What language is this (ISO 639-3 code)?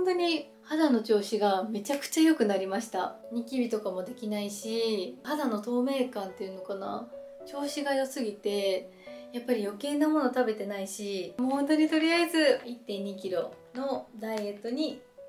jpn